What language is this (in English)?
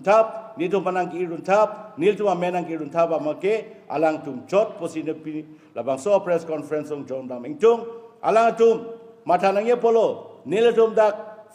Karbi